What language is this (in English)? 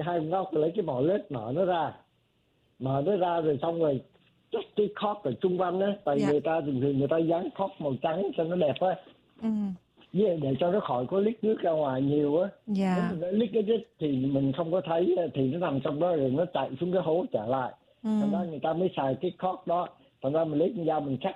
Vietnamese